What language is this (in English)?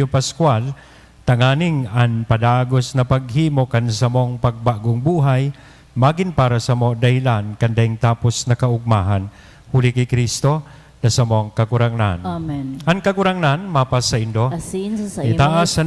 Bikol